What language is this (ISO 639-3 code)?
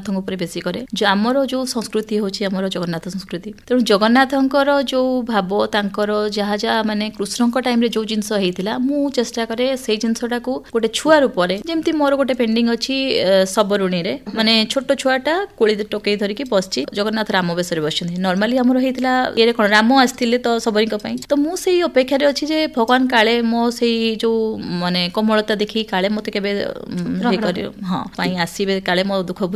ori